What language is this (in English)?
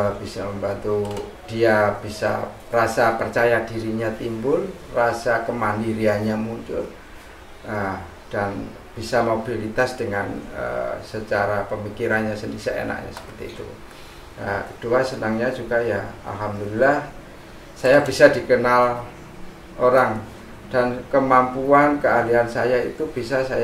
Indonesian